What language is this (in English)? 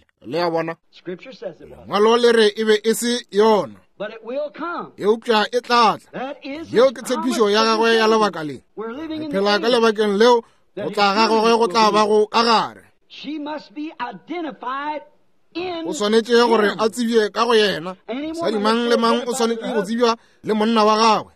Northern Sotho